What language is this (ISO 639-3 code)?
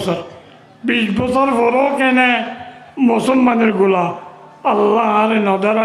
rhg